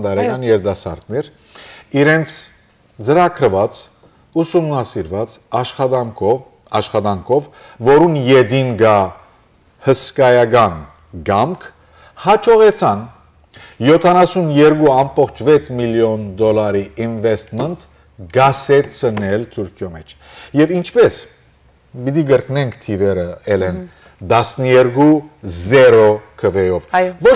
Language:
Western Armenian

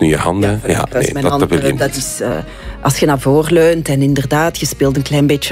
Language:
Dutch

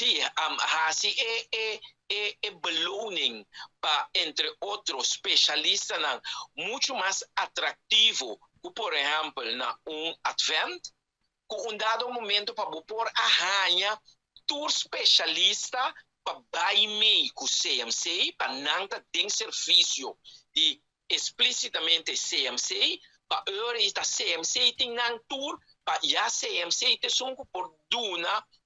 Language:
Papiamento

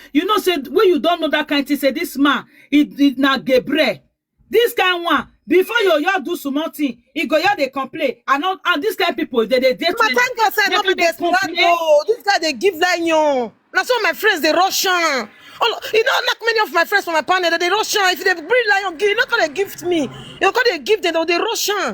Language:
Nigerian Pidgin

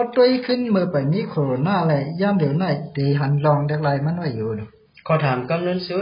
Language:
Shan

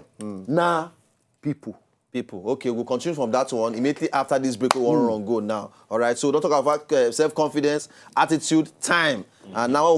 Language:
Nigerian Pidgin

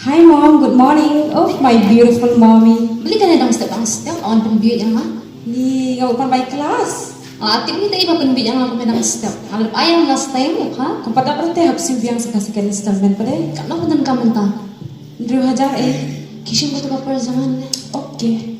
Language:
Khasi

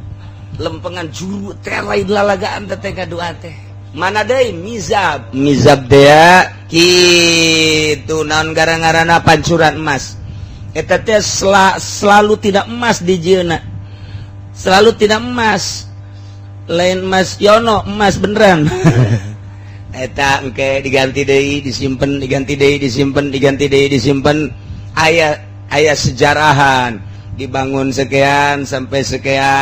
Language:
Sundanese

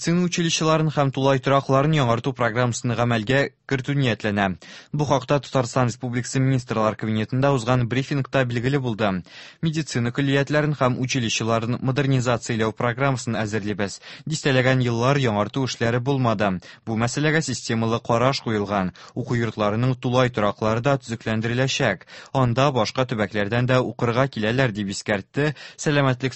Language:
Tatar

